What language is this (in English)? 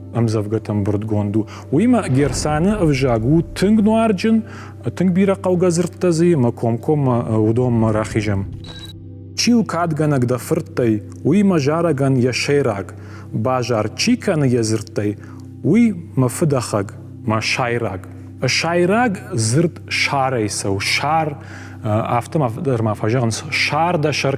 Ossetic